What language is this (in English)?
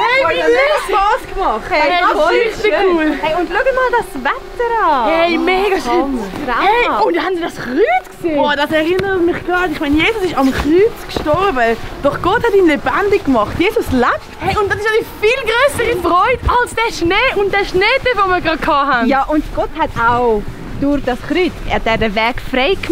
Swiss German